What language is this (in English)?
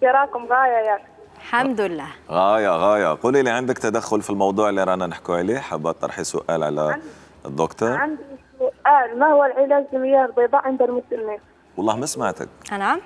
Algerian Arabic